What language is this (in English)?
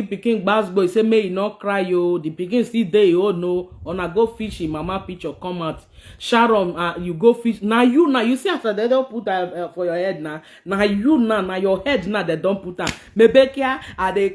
Nigerian Pidgin